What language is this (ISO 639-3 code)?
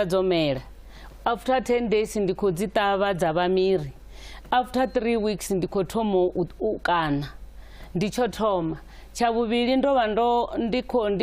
ven